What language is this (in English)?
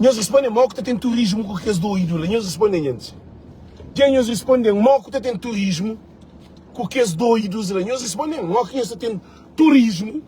Kabuverdianu